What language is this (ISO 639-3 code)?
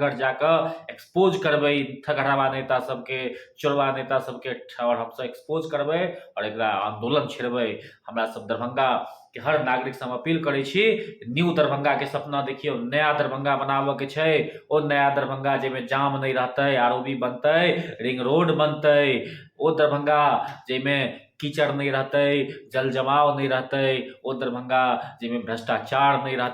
mai